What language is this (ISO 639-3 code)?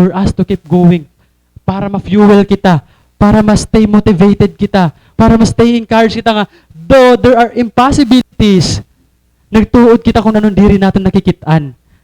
war